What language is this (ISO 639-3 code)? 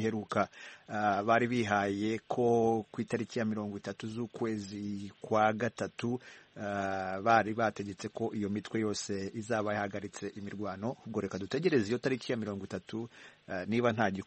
kin